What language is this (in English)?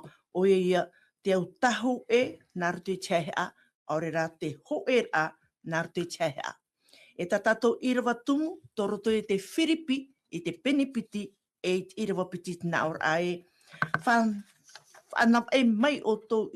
Tahitian